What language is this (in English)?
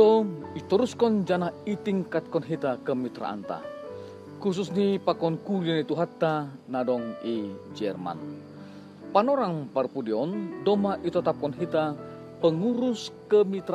Batak Simalungun